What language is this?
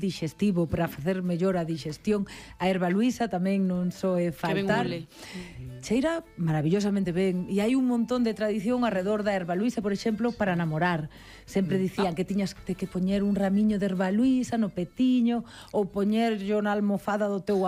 Galician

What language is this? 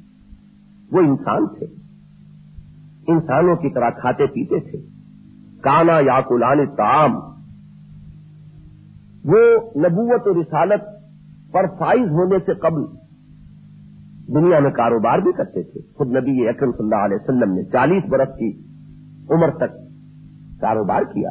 Urdu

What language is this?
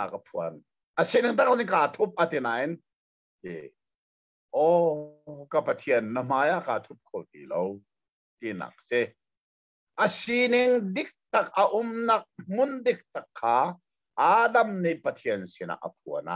Hakha Chin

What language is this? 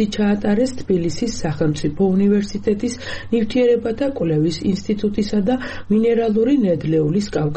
Georgian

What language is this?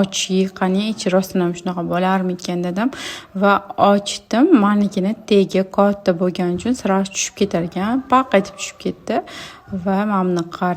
Uzbek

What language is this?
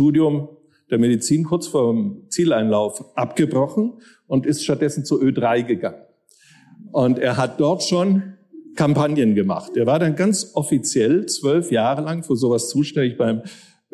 German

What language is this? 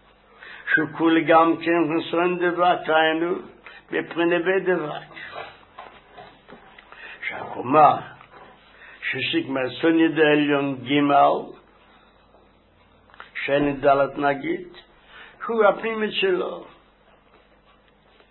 Hebrew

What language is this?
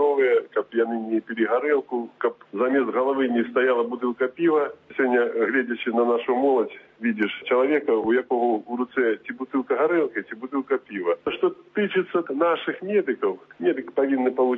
Belarusian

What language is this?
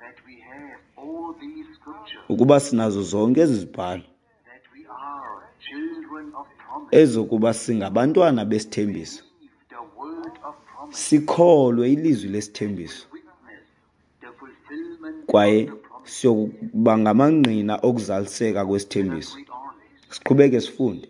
Xhosa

